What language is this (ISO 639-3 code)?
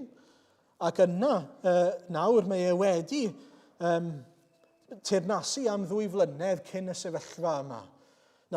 cym